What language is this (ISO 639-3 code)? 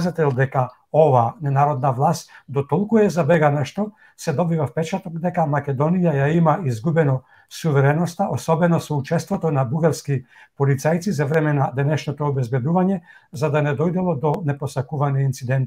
mkd